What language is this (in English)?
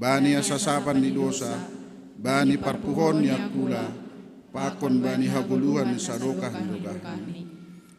Batak Simalungun